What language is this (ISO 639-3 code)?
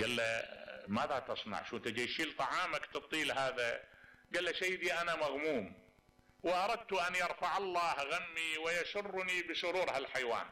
acm